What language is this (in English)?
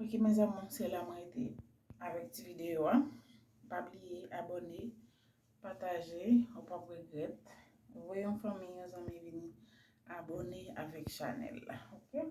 Haitian Creole